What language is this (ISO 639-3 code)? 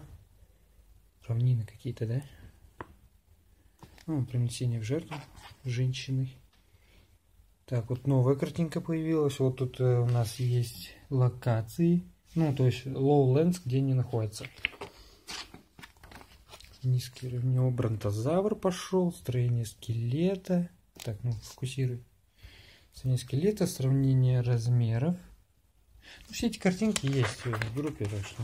rus